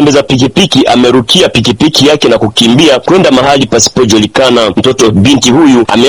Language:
Swahili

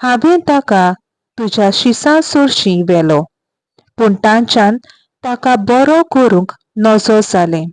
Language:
Konkani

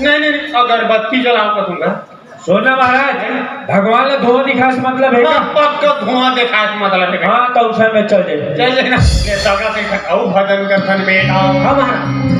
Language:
Chhattisgarhi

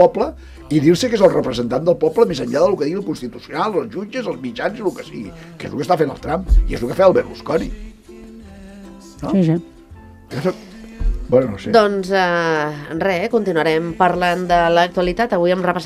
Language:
Catalan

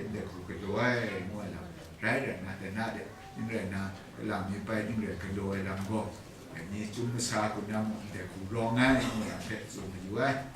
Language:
Kachin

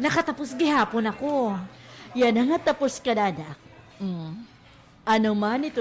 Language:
Waray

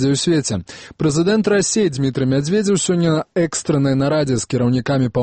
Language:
Belarusian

